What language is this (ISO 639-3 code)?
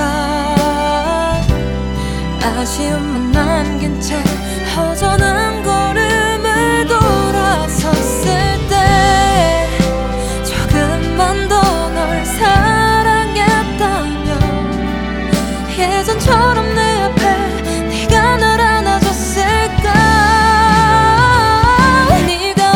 kor